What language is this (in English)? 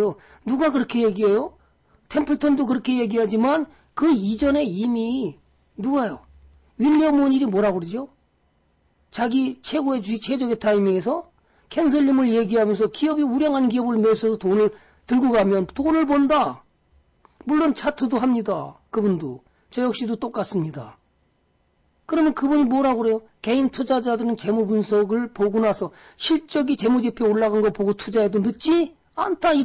Korean